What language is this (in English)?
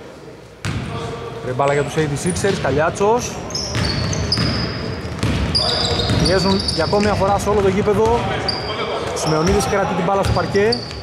Greek